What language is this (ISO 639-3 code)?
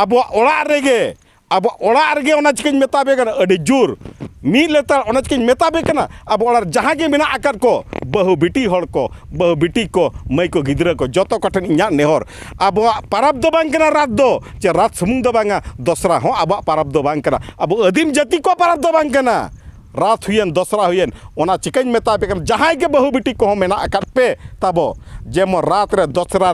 sat